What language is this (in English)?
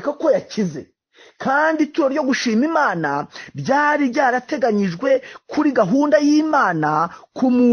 Kinyarwanda